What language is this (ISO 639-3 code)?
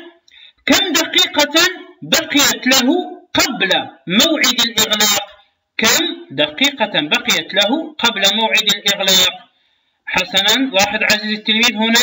ara